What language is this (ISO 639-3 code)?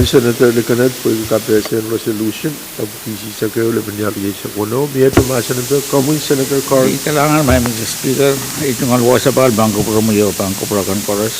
pon